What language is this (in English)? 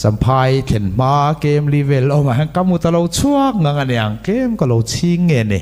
Mizo